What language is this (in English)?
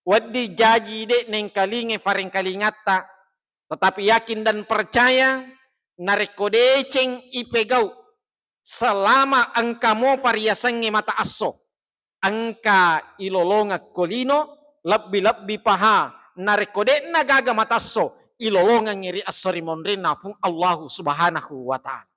Buginese